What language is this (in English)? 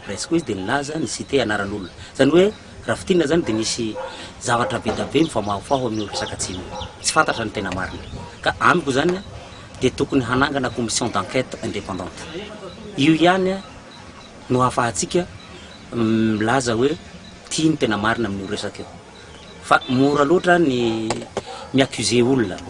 Malagasy